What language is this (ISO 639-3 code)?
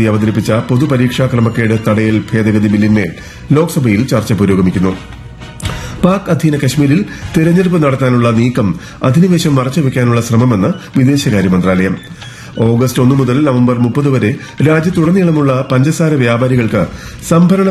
mal